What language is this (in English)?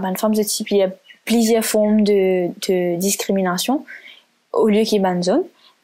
French